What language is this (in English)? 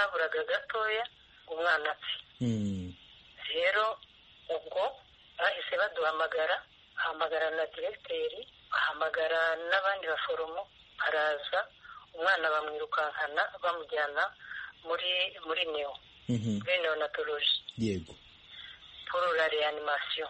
Kinyarwanda